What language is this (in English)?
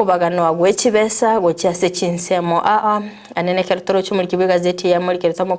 Gusii